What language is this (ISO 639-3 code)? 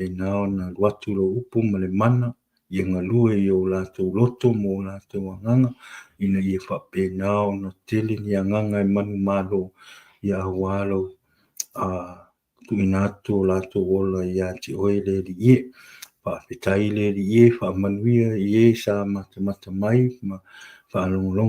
smo